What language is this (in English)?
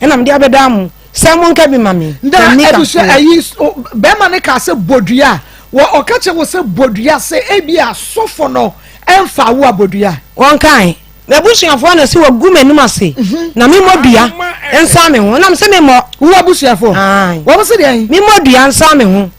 Akan